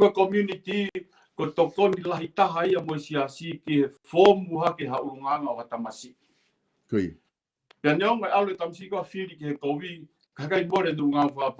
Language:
Tongan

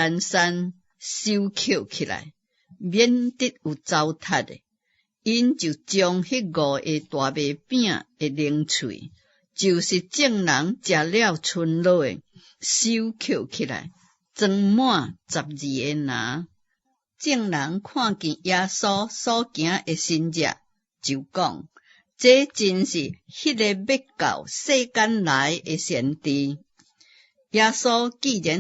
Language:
Min Nan Chinese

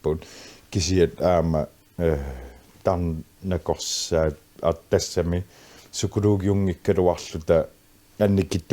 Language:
Kalaallisut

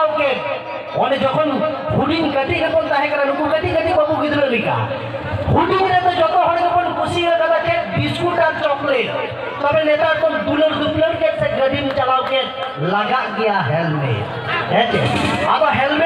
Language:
Santali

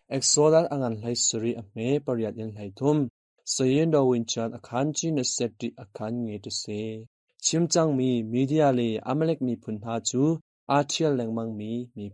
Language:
Hakha Chin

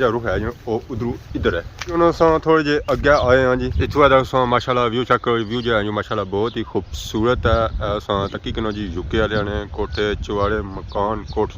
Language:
Pahari-Potwari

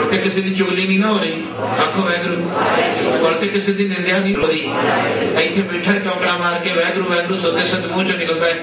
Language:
Punjabi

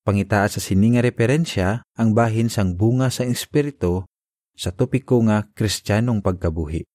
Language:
Hiligaynon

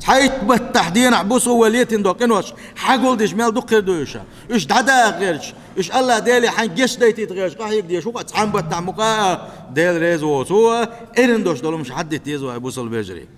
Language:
Chechen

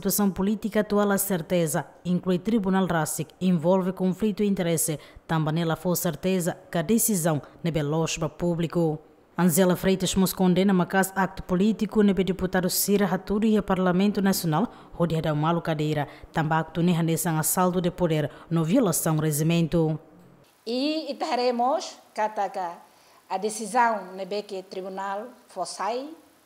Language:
Tetum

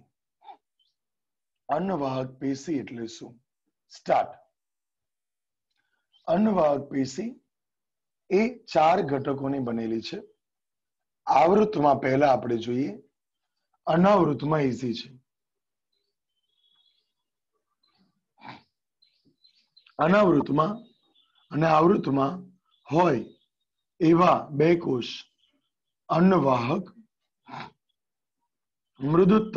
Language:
Gujarati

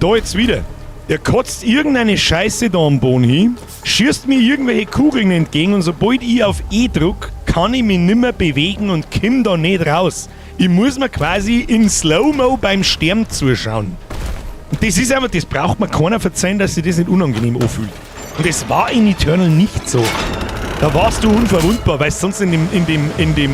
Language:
Bavarian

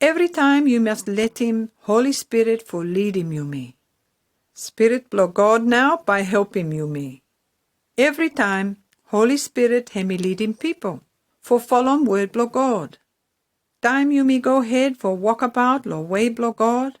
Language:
Pijin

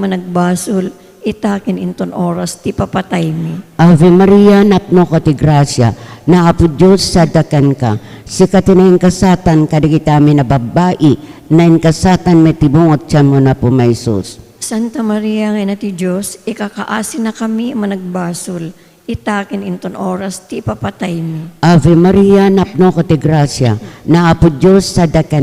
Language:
Iloko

